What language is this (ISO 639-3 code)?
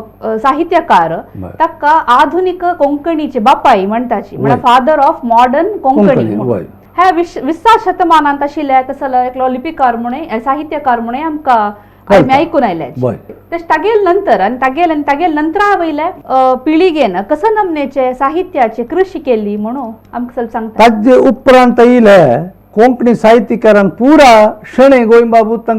kok